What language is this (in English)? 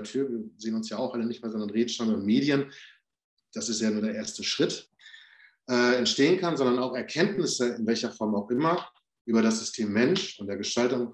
German